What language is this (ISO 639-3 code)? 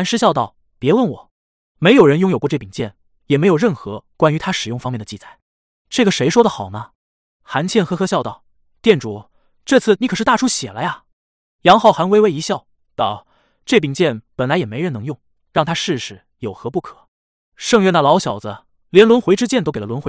zho